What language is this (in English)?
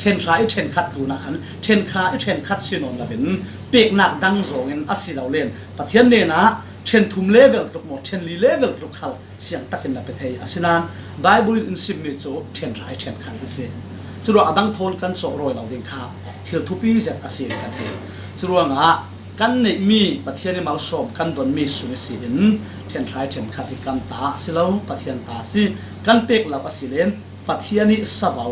Falam Chin